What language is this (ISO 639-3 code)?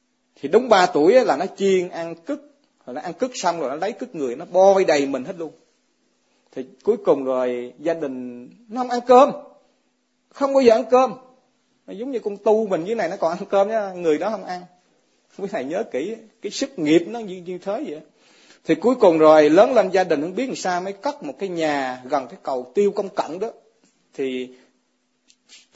vie